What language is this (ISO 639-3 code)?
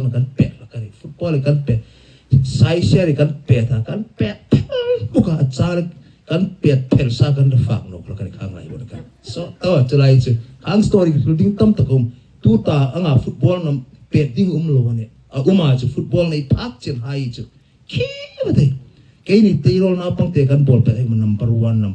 hmr